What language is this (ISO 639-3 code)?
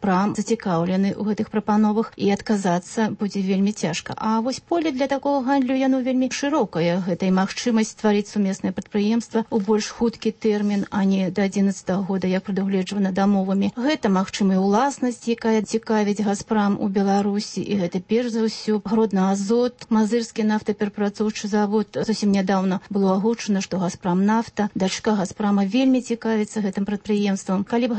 bel